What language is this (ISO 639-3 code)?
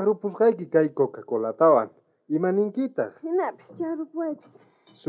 quh